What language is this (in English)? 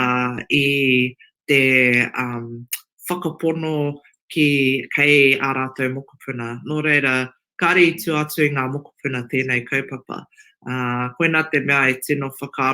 Māori